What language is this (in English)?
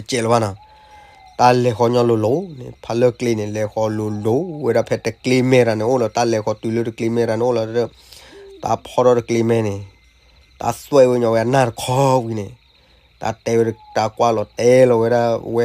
S'gaw Karen